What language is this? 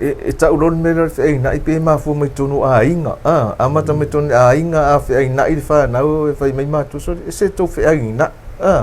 Samoan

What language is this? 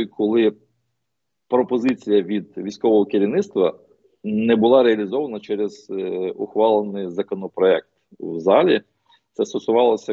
Ukrainian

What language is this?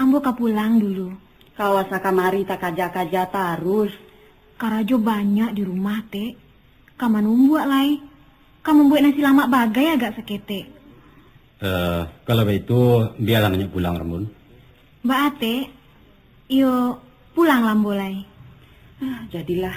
Minangkabau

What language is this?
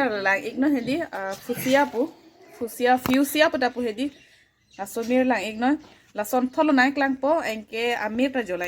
Karbi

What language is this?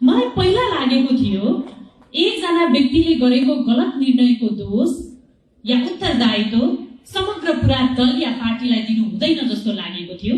Nepali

